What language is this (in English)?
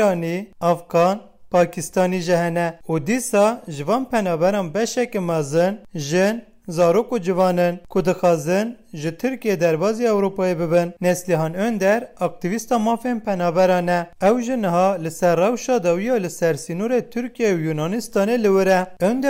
Kurdish